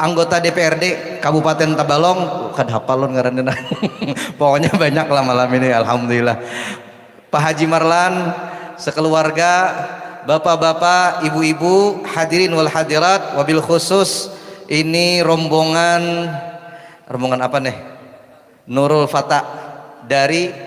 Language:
Banjar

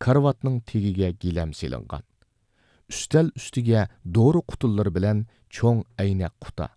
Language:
Uyghur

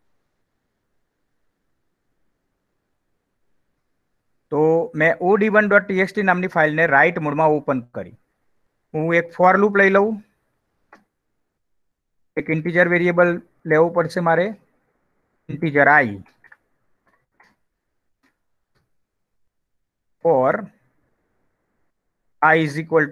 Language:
Gujarati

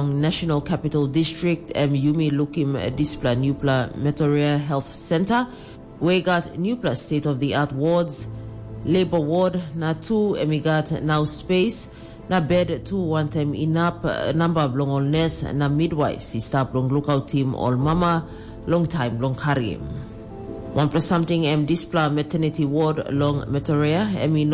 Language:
Tok Pisin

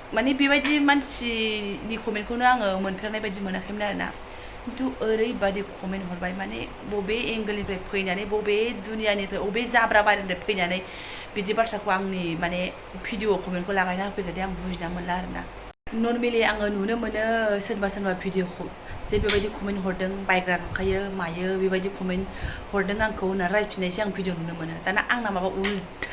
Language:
Bodo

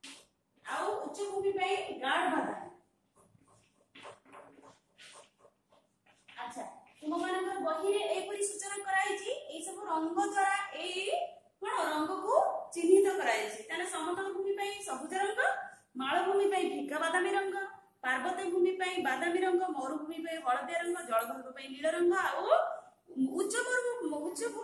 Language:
Odia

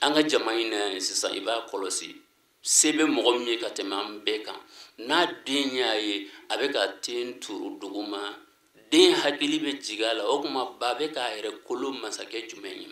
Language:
Bambara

